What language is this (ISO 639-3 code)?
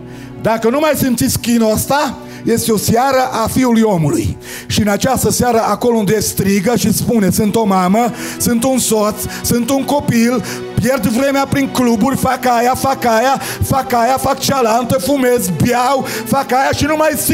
ron